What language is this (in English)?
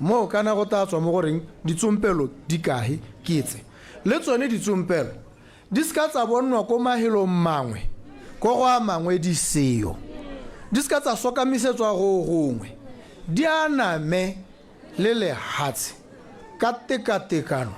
Tswana